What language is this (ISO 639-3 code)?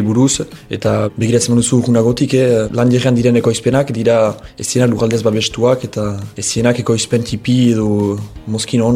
eus